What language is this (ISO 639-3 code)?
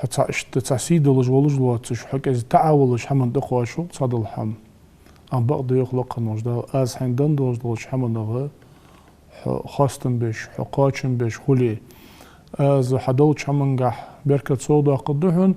inh